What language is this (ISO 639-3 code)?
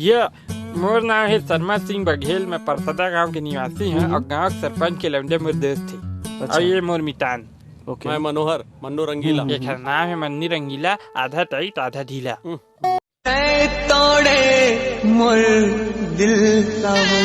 hne